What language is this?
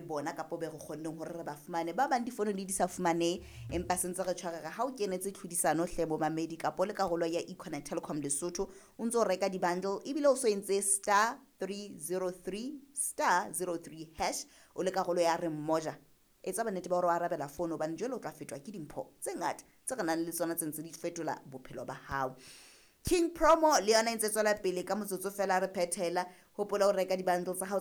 Southern Sotho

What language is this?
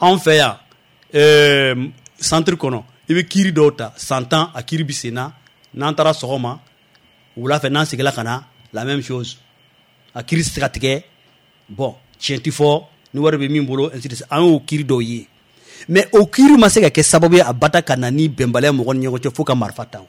Bambara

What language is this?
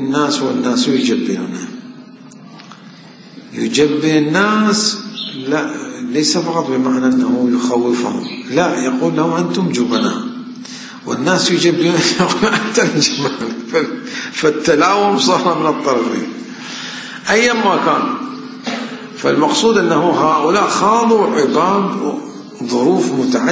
Arabic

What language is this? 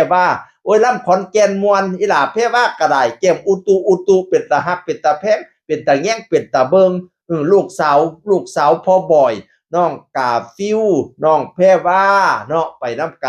Northeastern Thai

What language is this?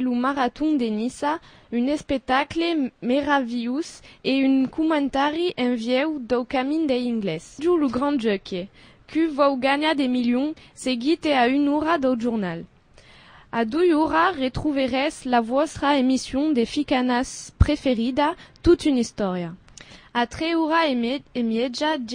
Occitan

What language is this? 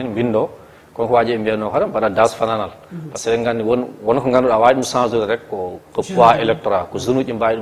Fula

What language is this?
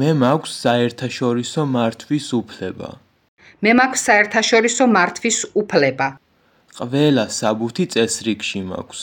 Georgian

